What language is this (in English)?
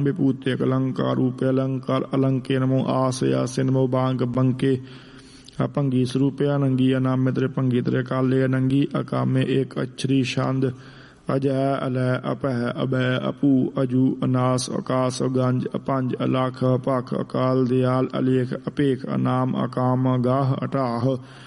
Punjabi